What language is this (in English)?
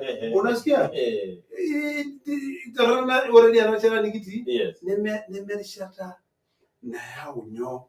Masai